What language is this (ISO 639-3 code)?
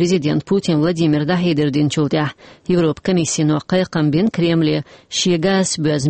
che